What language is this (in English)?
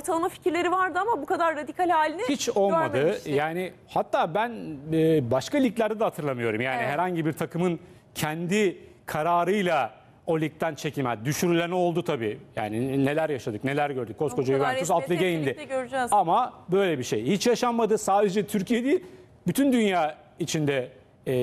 Turkish